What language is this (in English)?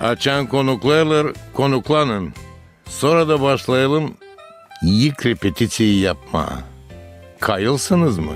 Gagauz